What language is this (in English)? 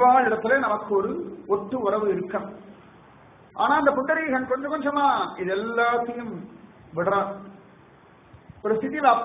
Tamil